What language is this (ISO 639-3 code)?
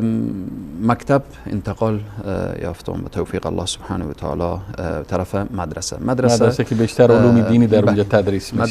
fas